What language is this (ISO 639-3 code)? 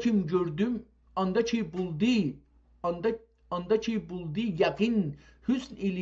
azb